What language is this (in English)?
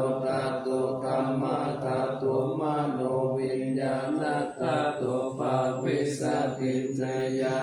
Pali